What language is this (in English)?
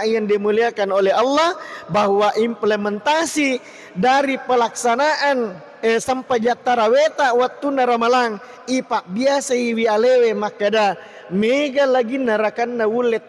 Buginese